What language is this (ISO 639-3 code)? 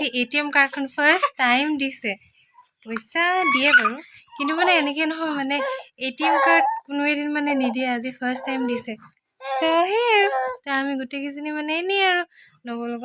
asm